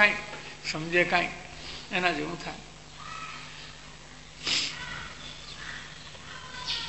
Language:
Gujarati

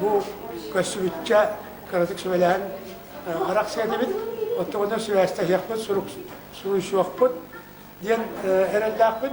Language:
Yakut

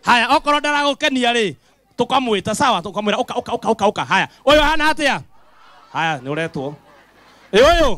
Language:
Kikuyu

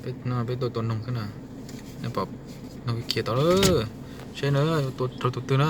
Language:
Hmong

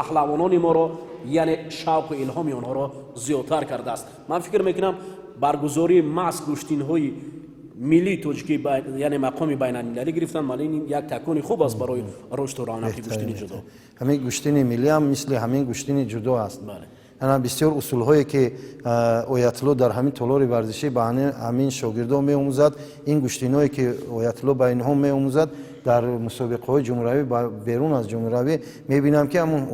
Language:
Tajik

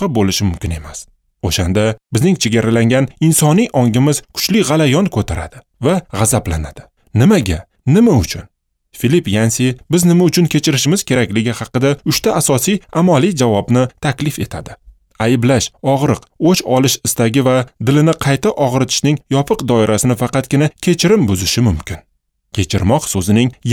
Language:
Uzbek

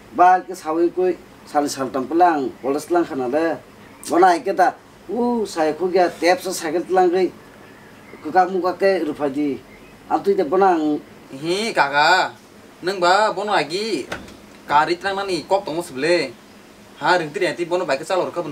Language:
Kok Borok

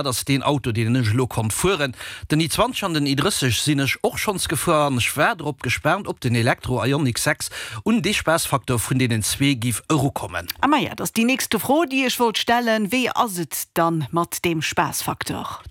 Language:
Luxembourgish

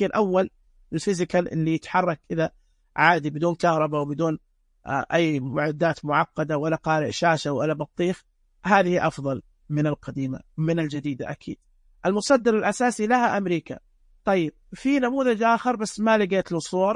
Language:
Najdi Arabic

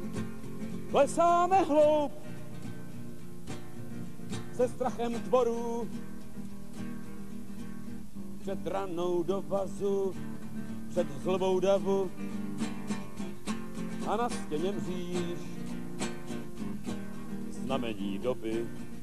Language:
Czech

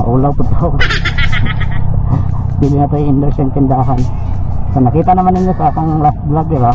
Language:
Cebuano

